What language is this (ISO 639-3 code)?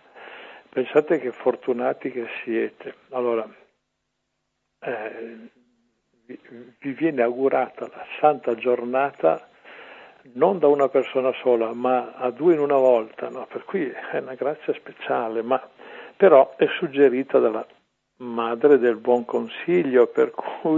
ita